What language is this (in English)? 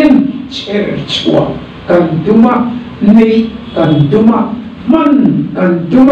Mizo